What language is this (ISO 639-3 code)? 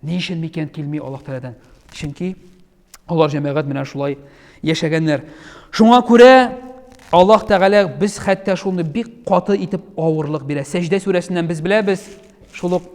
tat